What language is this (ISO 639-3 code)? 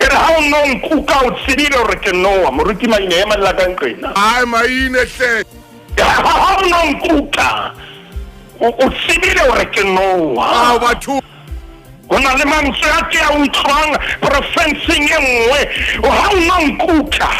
sot